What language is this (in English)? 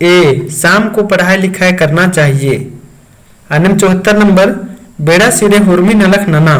Kurukh